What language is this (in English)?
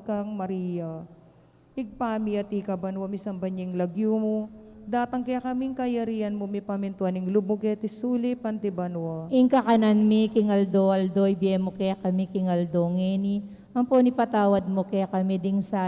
Pampanga